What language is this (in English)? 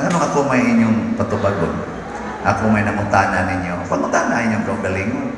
Cebuano